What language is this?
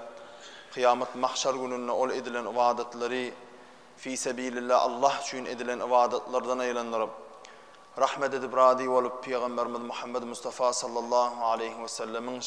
Turkmen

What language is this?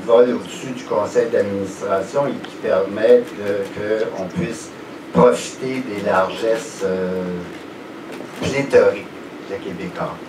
French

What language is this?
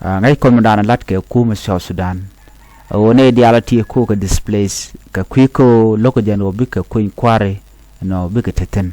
Nuer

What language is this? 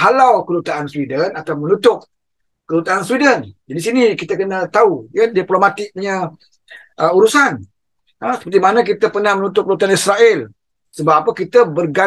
Malay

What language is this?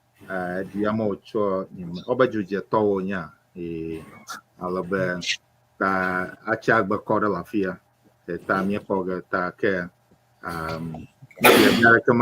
Ewe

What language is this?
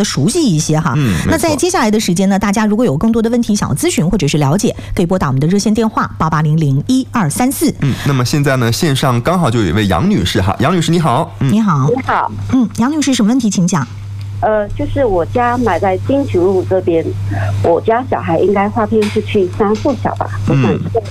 Chinese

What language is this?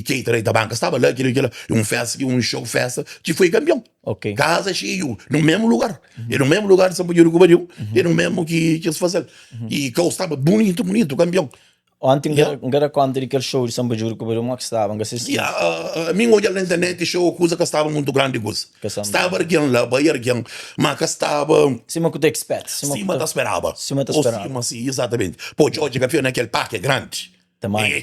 Kabuverdianu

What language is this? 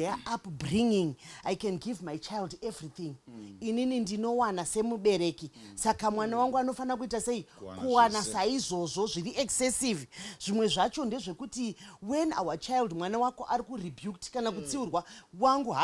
Shona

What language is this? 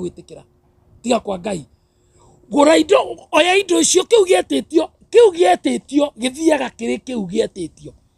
Kikuyu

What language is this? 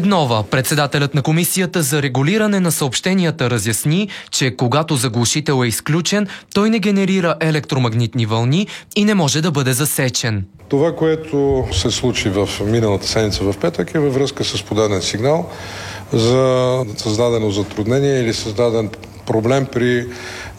Bulgarian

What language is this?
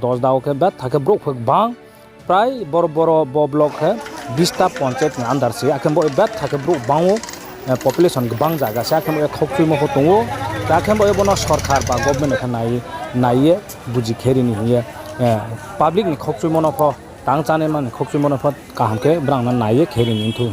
Riang (India)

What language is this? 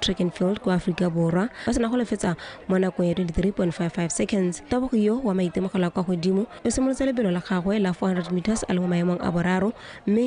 Tswana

